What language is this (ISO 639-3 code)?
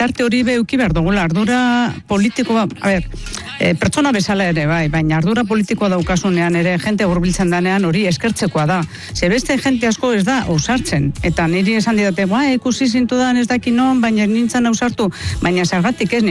eus